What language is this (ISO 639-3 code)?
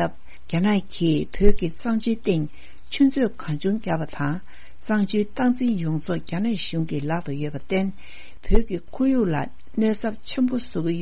bod